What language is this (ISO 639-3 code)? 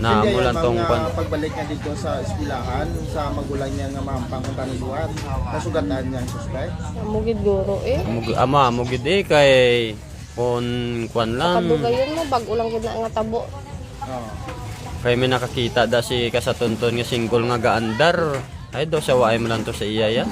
hil